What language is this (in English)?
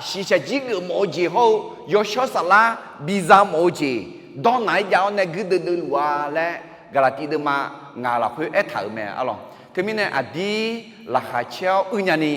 Akha